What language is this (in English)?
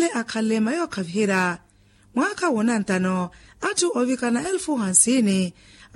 Makhuwa